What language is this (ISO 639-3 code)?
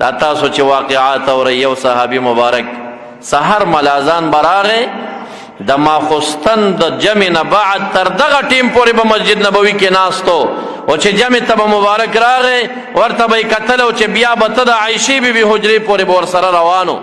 pus